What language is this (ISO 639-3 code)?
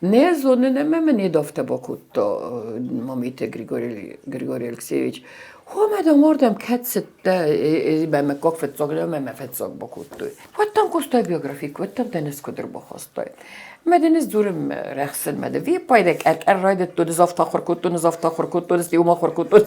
oss